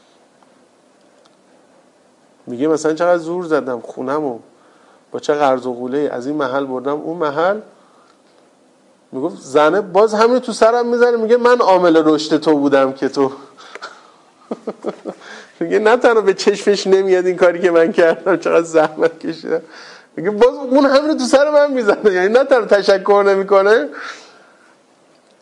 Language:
Persian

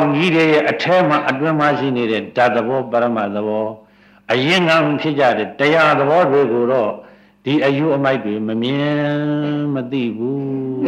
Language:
Burmese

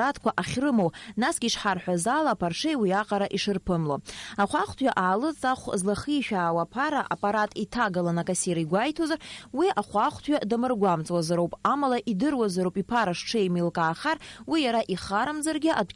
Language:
Abkhazian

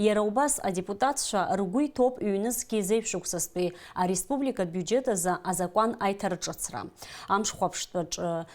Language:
Abkhazian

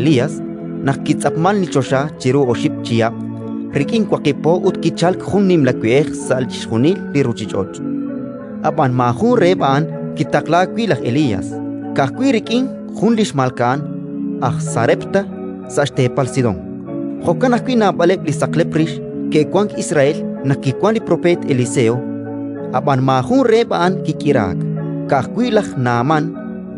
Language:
Kekchí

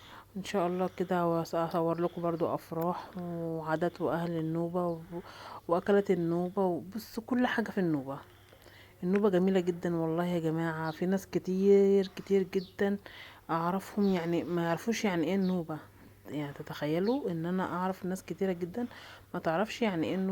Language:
Egyptian Arabic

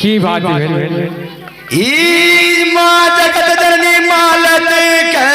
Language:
Maithili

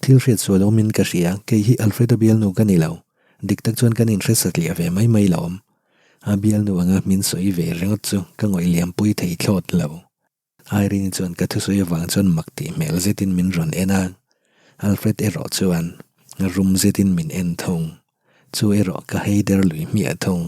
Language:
Mizo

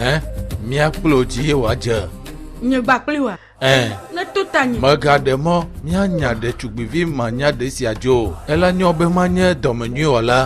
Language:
Ewe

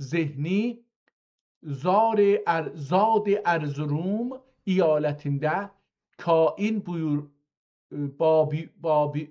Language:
South Azerbaijani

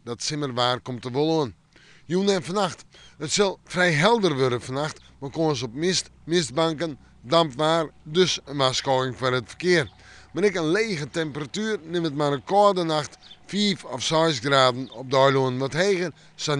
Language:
Western Frisian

